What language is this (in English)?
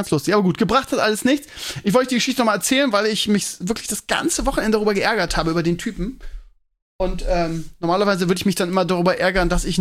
German